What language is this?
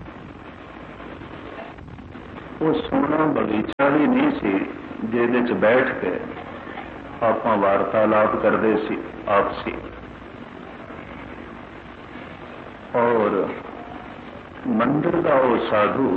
Punjabi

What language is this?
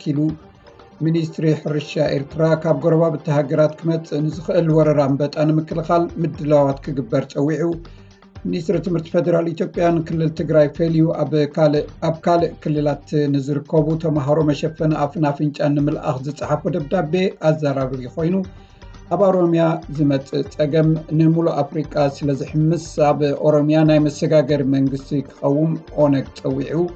Tigrinya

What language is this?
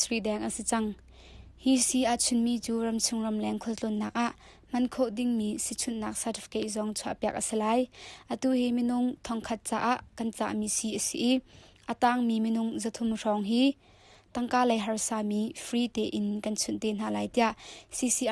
Hakha Chin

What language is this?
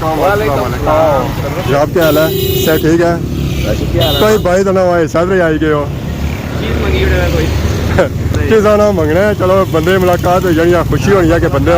Pahari-Potwari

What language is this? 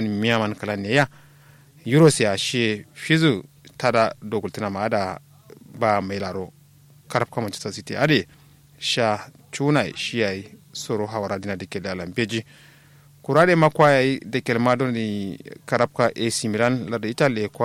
Kanuri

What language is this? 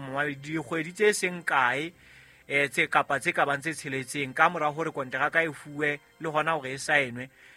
Southern Sotho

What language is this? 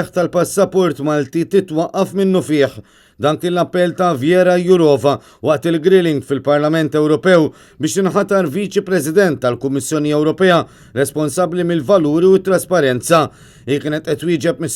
Maltese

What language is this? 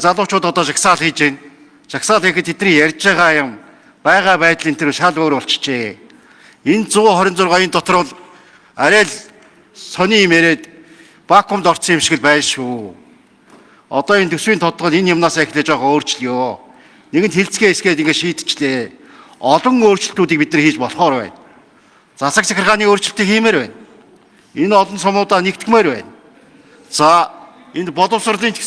Mongolian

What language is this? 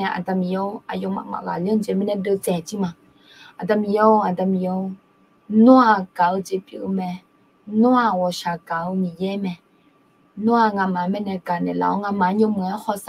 Akha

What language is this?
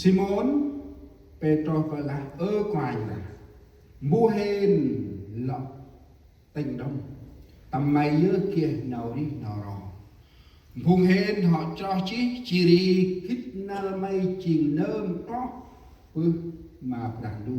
Central Mnong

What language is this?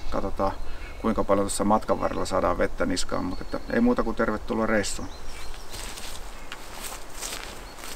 Finnish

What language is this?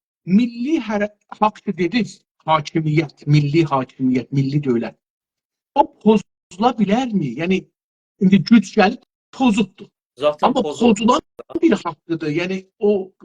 South Azerbaijani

